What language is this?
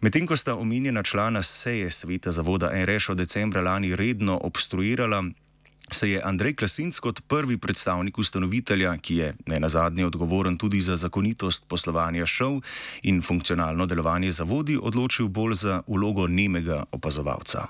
Slovenian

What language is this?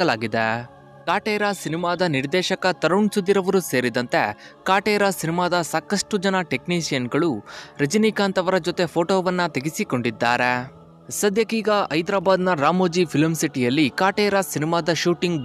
Kannada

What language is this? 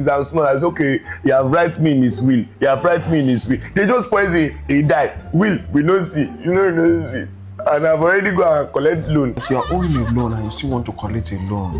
Nigerian Pidgin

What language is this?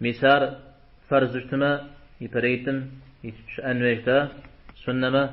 Kabardian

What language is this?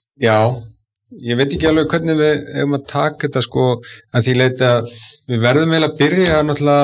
Icelandic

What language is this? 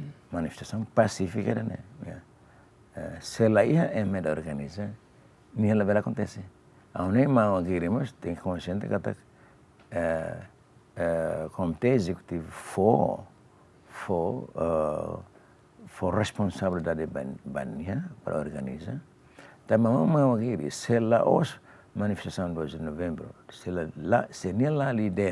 Tetum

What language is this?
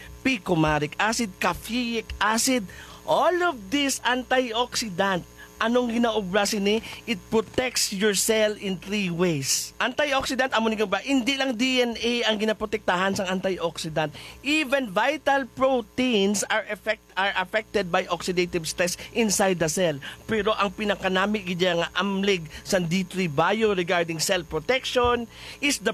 Hiligaynon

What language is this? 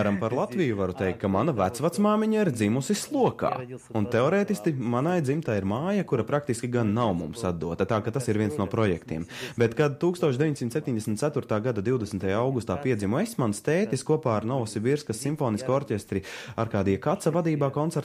Latvian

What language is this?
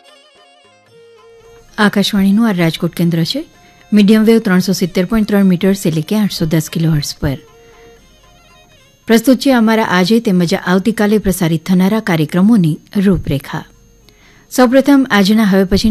Gujarati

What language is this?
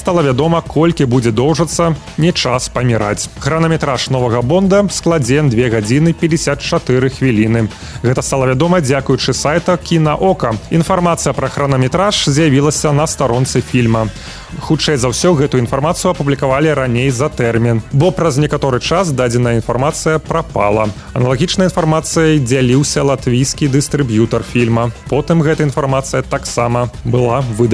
Belarusian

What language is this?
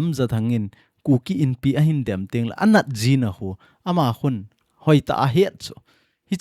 Thado Chin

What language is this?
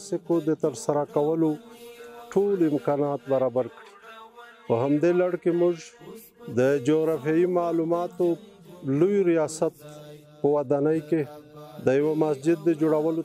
Pashto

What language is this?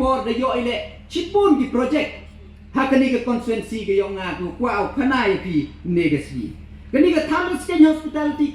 Pnar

